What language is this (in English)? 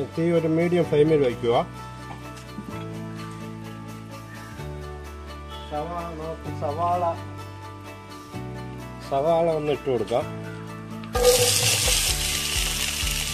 Malayalam